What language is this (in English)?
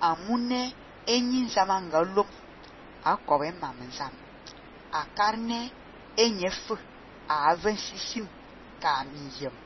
Fang